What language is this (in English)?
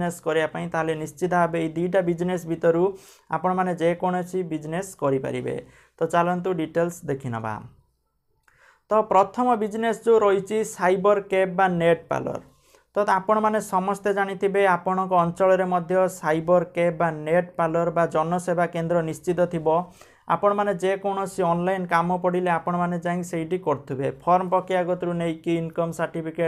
Odia